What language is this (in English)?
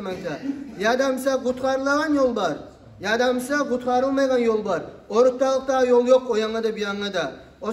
Kumyk